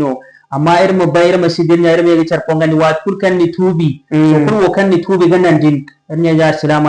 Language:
Zarma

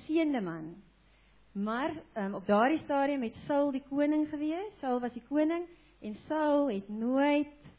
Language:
Afrikaans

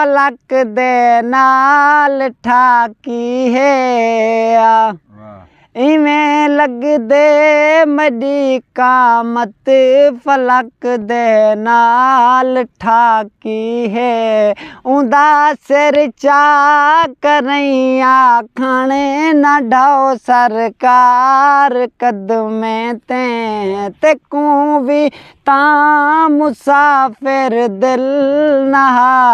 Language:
Saraiki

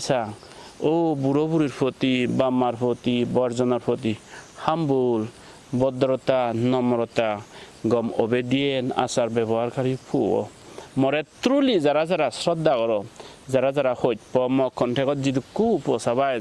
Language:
Chakma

